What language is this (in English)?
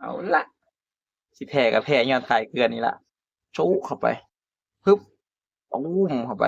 Northeastern Thai